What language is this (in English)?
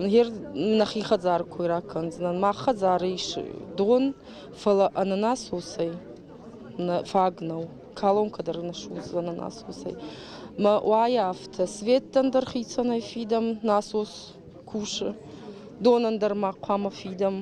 Ossetic